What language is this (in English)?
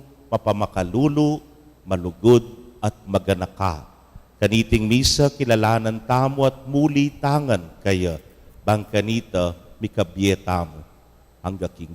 Pampanga